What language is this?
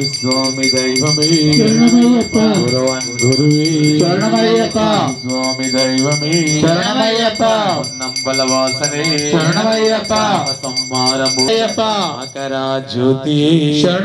Telugu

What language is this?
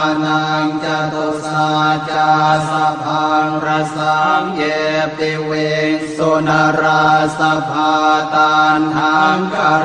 Pali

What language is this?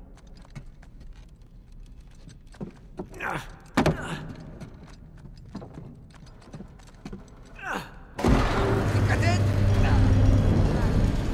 Turkish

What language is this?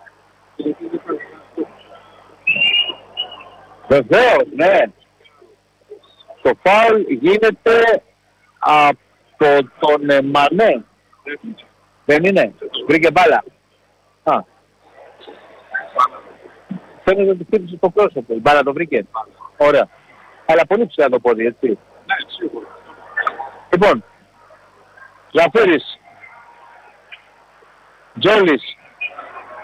Greek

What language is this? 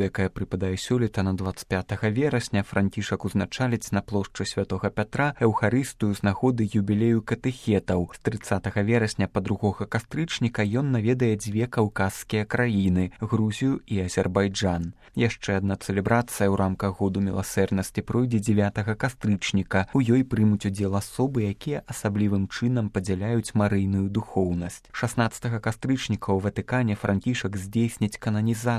Belarusian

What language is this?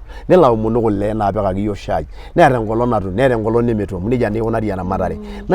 Masai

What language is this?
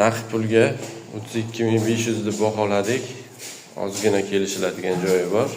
Uzbek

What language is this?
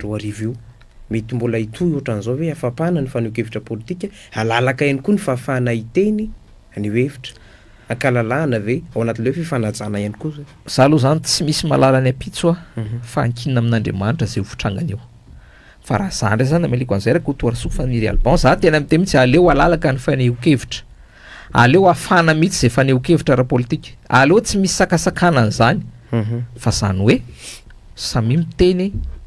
Malagasy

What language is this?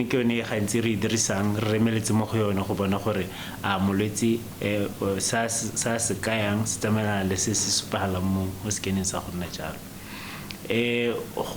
Tswana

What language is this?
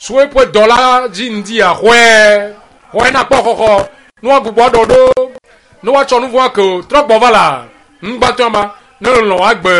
Ewe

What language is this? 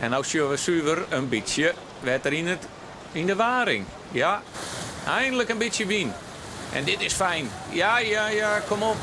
Western Frisian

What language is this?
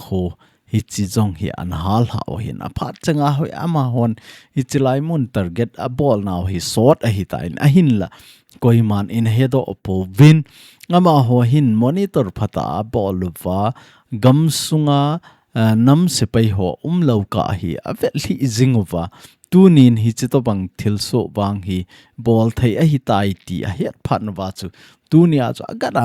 Thado Chin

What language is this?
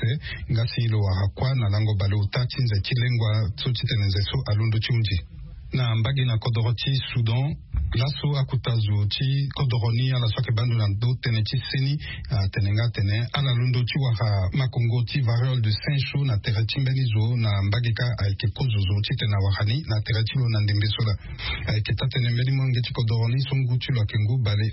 Sango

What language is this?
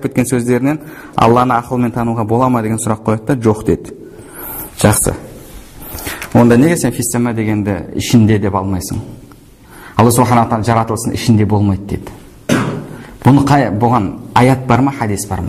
Kazakh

